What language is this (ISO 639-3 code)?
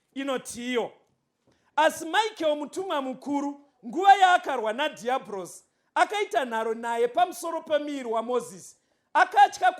sna